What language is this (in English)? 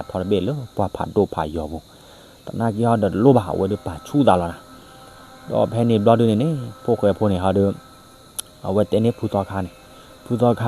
S'gaw Karen